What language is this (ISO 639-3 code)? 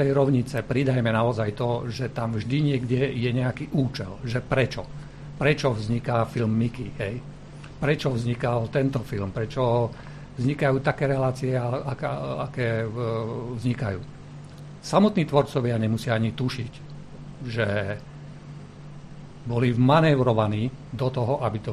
slk